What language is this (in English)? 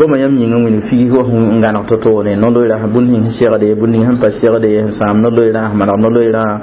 Mossi